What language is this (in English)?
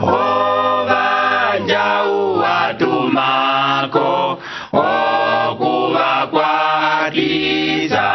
Umbundu